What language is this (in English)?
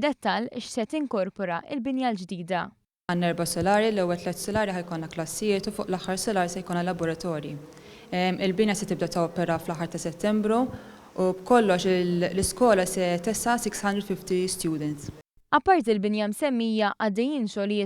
Maltese